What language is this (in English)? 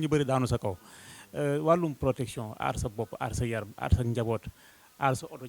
Wolof